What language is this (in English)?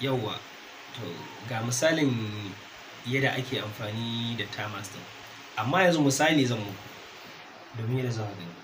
Hausa